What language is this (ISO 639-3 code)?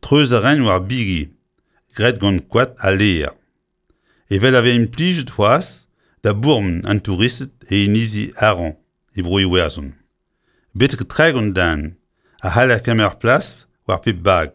bre